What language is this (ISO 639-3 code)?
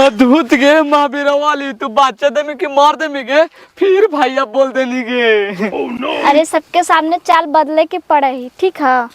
mag